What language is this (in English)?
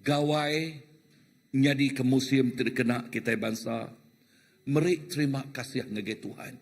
Iban